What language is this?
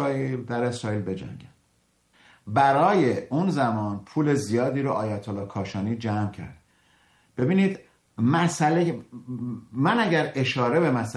Persian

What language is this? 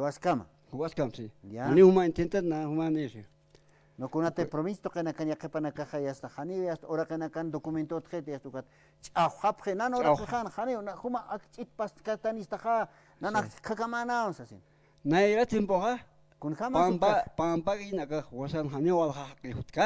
Aymara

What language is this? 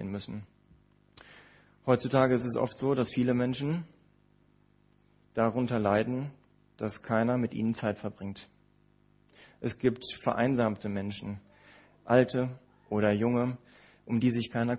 German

